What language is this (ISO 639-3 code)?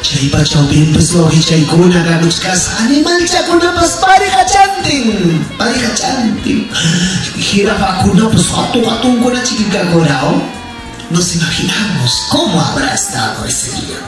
quy